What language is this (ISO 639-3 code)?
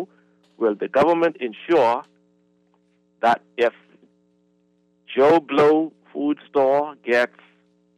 eng